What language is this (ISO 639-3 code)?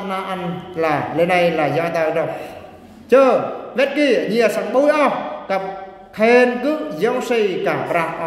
bru